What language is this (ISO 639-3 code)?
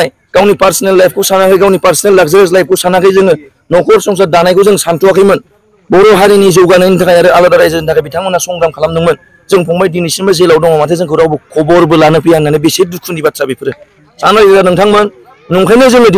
brx